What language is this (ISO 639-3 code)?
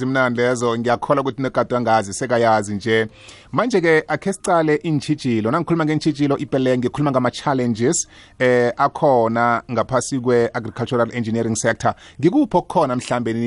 nbl